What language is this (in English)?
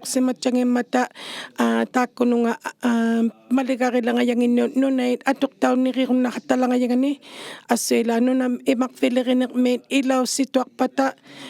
Inuktitut